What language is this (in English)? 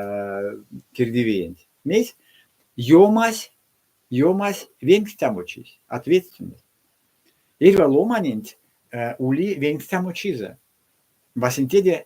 Erzya